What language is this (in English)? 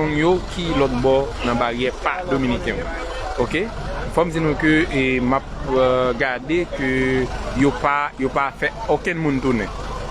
Haitian Creole